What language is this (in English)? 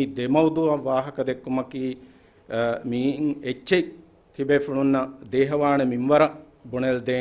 Divehi